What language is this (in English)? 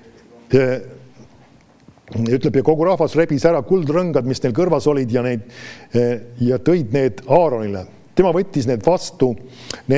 Estonian